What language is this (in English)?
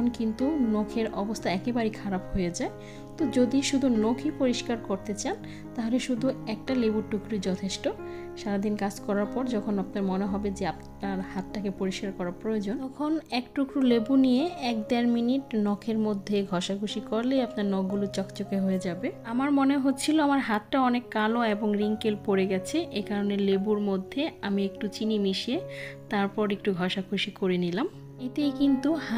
Bangla